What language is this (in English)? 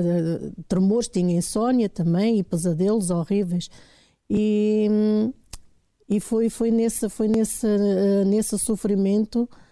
Portuguese